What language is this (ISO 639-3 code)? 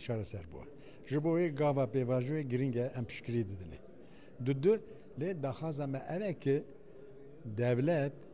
kur